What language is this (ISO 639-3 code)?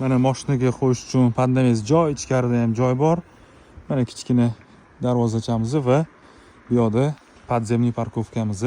uzb